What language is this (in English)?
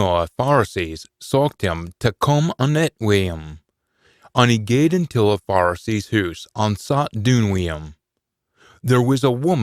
Scots